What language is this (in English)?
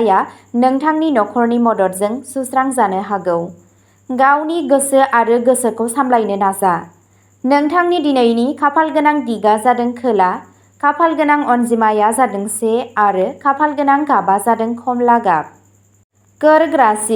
Bodo